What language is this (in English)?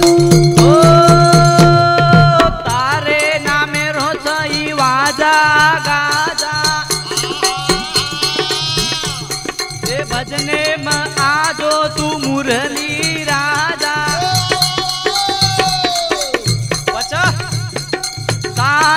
Lambadi